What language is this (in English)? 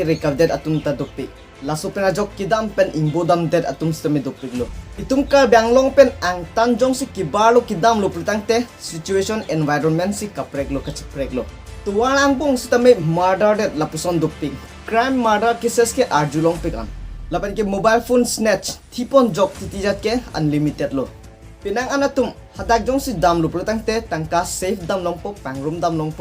Karbi